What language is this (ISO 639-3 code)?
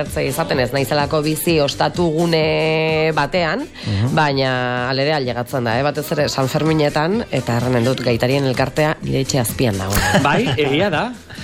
eus